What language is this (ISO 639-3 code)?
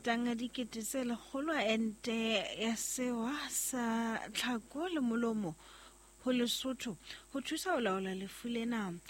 sot